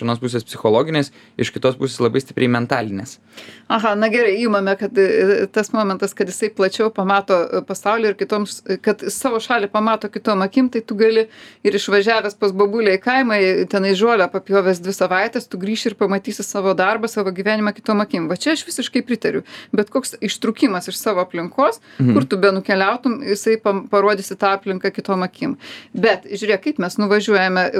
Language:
Lithuanian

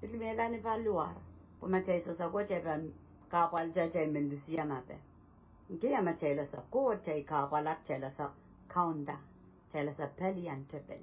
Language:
Pohnpeian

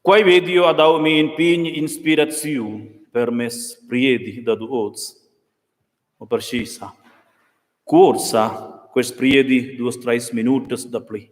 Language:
Romansh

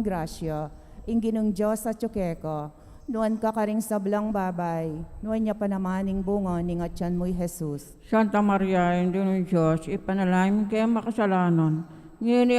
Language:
Pampanga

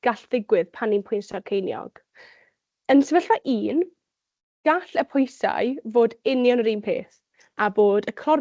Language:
Welsh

